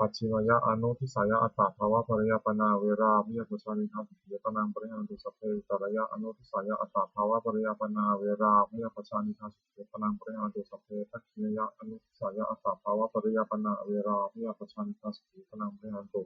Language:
Pali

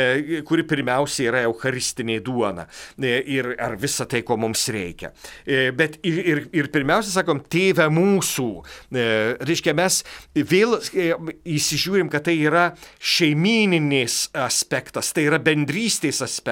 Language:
Lithuanian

